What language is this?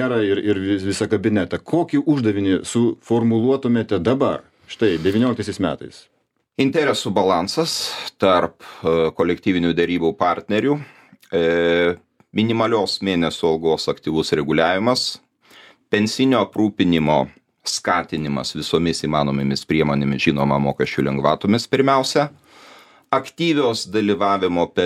Lithuanian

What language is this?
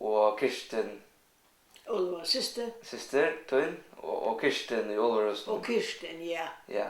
Faroese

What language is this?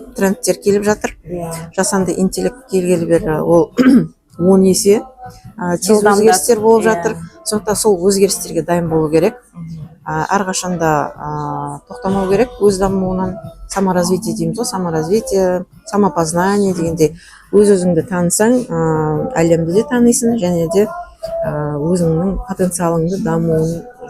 Kazakh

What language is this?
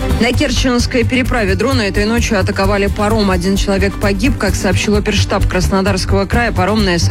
Russian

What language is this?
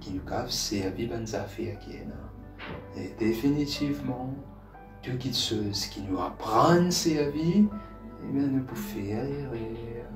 Morisyen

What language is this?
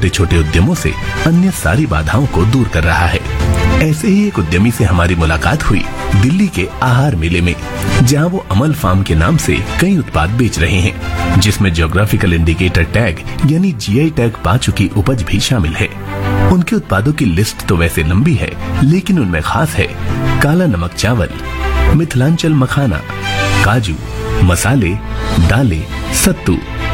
Hindi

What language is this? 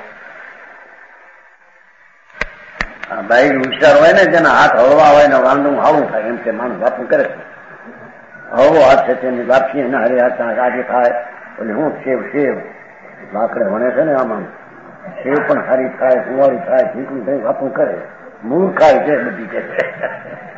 Gujarati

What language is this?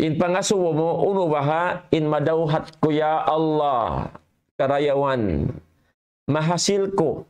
Tausug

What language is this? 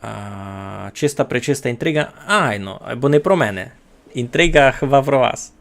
Rusyn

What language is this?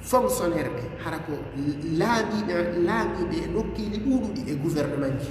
Fula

